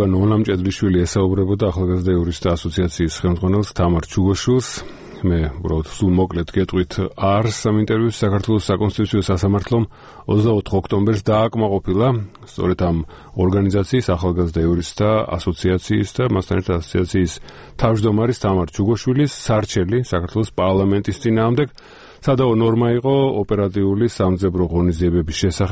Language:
Georgian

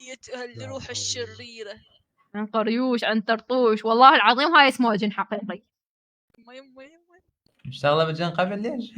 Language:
Mesopotamian Arabic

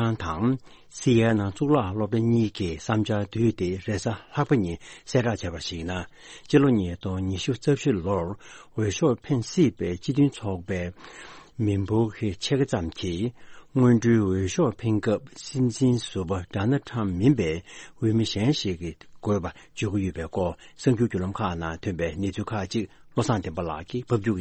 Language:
Tibetan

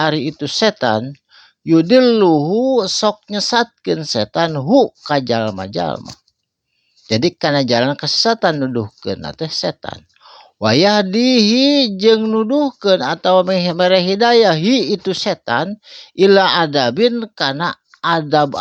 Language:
Sundanese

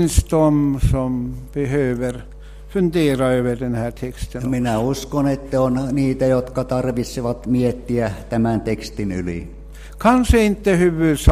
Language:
Swedish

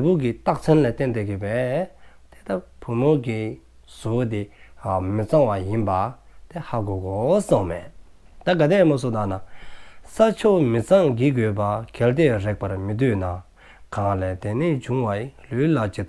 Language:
Dzongkha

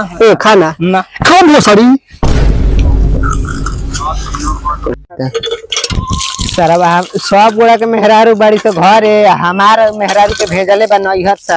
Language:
Bhojpuri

